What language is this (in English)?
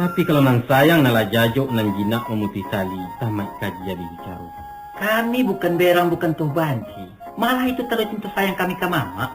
Minangkabau